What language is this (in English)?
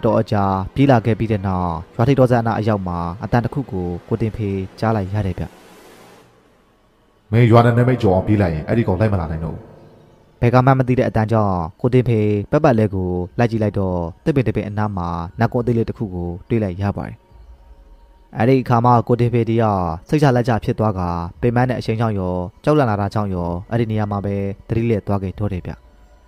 Burmese